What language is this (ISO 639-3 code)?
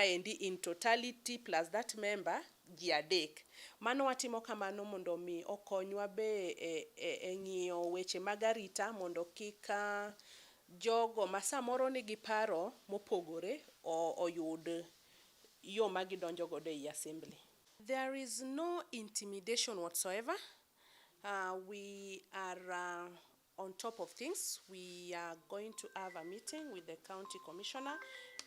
luo